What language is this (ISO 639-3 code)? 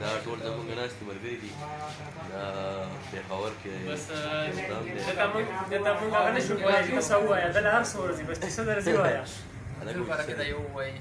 pus